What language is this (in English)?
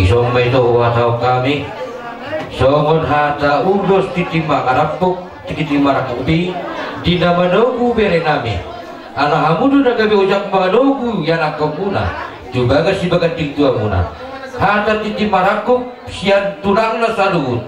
Batak Toba